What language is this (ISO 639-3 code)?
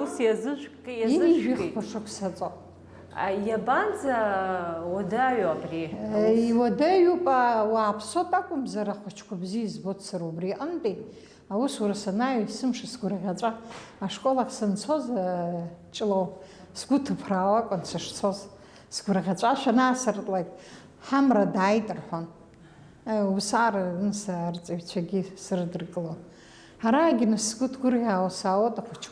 abk